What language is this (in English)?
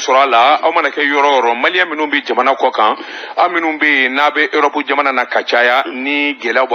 Bambara